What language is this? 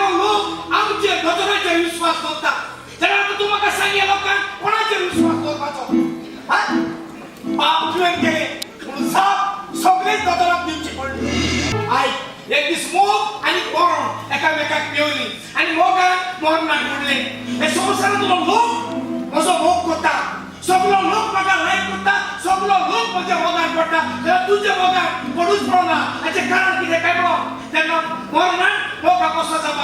Konkani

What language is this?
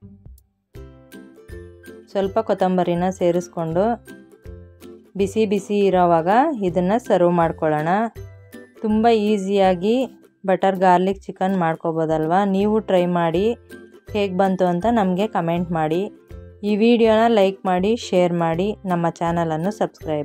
Kannada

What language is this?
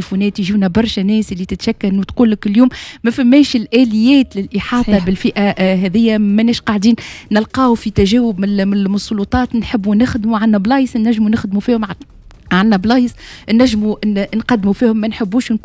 Tunisian Arabic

